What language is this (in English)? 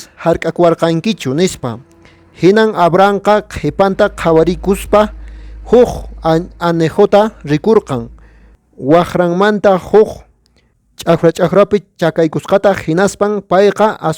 Quechua